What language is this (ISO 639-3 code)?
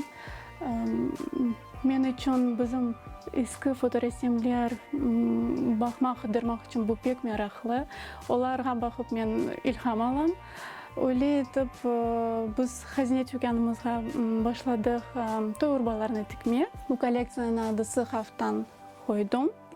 crh